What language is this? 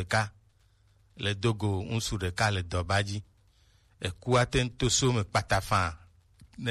Gen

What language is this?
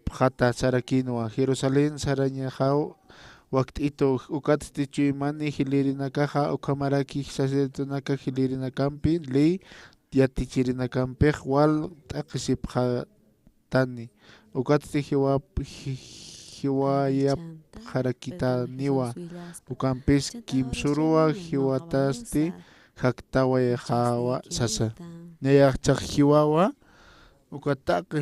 Aymara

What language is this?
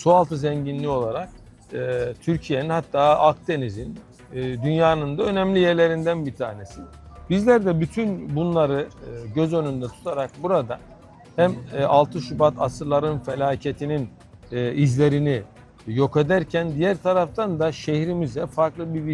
Turkish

